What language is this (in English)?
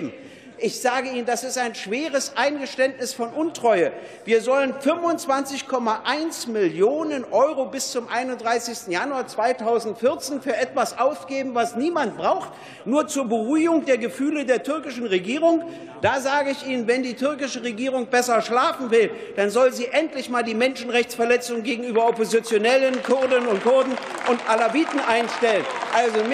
German